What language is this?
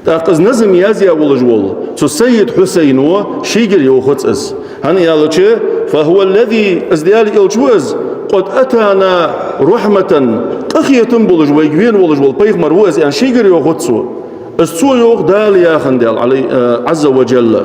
Ingush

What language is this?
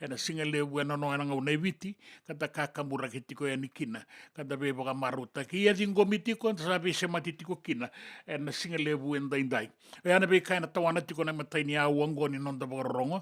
Fijian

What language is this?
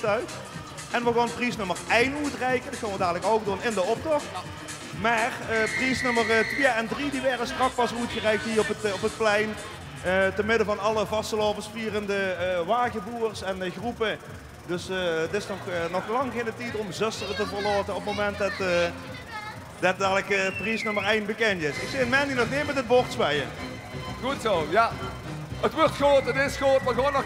Limburgish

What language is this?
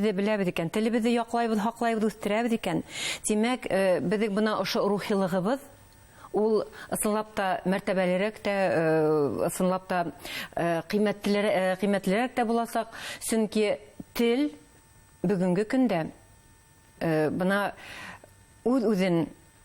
Bashkir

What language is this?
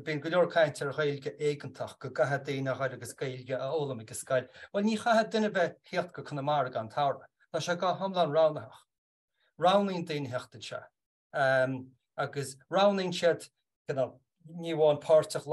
Irish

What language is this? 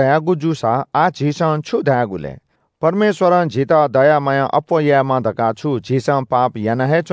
Newari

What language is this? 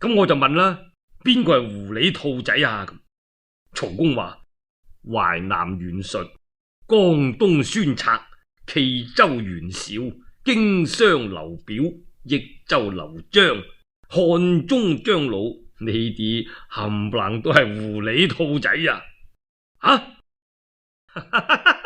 Cantonese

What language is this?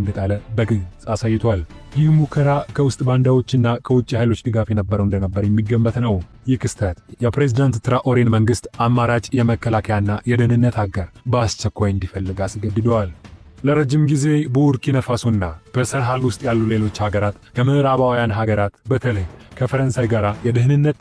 Amharic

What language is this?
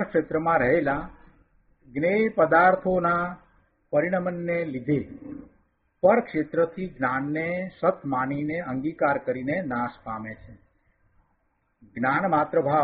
Gujarati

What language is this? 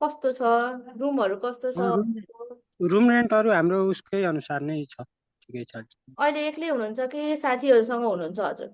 Nepali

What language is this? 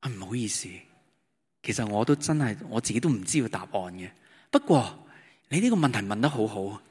Cantonese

